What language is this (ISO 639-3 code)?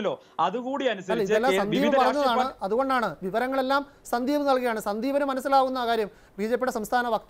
mal